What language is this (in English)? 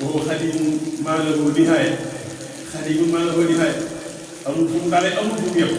Wolof